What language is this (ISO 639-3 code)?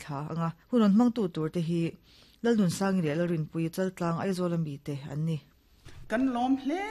lus